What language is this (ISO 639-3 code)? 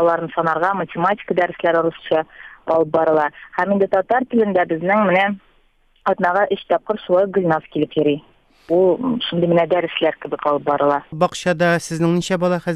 tat